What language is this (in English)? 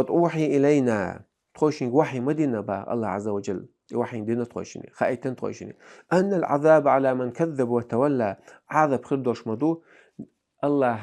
Chechen